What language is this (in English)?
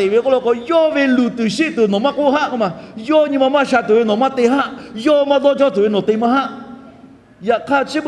Lahu